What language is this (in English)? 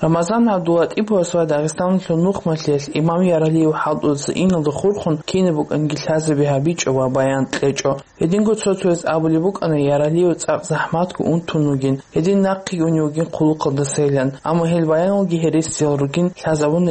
Avaric